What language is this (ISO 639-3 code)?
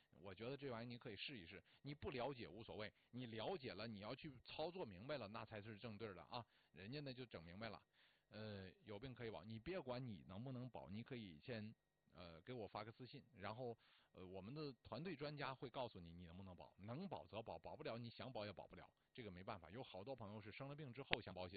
zho